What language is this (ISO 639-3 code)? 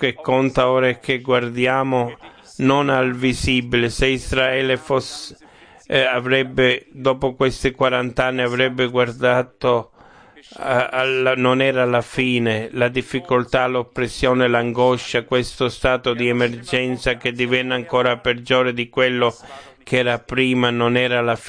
ita